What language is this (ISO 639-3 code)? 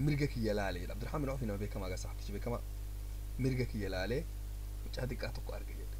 orm